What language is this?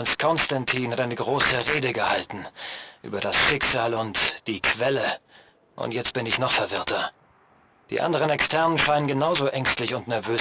Swiss German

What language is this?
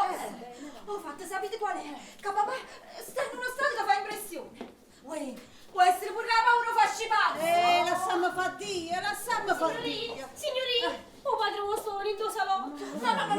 Neapolitan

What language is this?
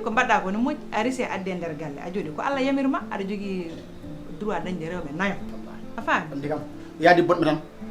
Fula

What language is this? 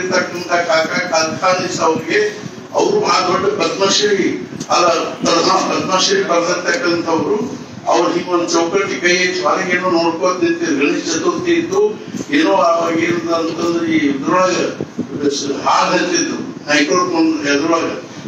Kannada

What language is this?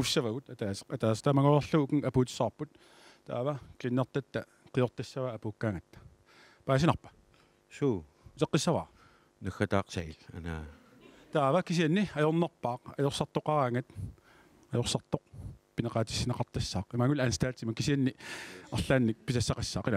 Kalaallisut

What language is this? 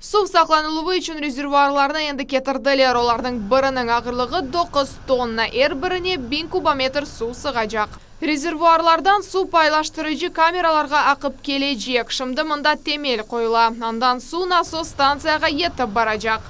Crimean Tatar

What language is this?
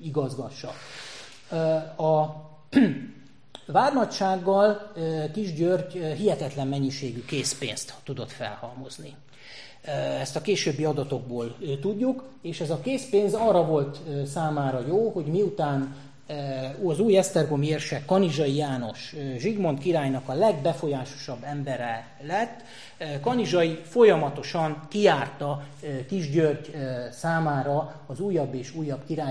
Hungarian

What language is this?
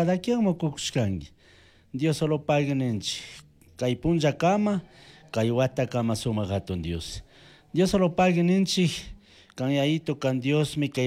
Chimborazo Highland Quichua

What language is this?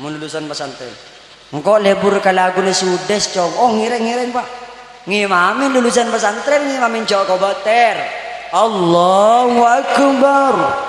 Madurese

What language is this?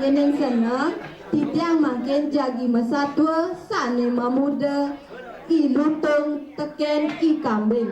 Balinese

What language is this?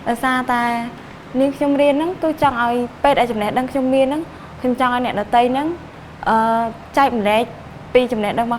Khmer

